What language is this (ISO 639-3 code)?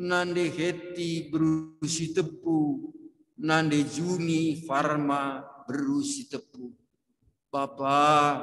btx